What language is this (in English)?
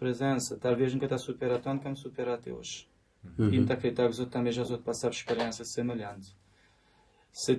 Kabuverdianu